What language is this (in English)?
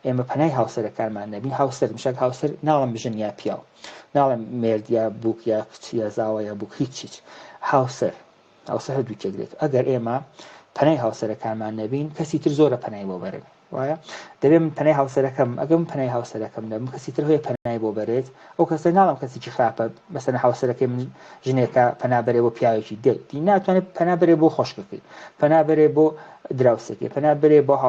Central Kurdish